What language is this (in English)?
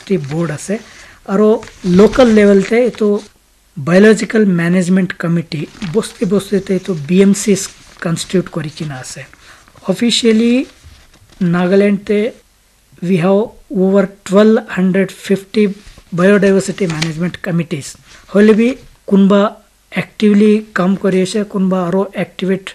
Naga Pidgin